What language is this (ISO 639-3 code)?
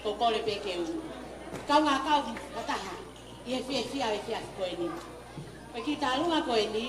ton